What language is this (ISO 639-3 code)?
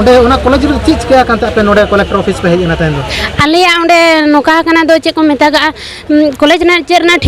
sat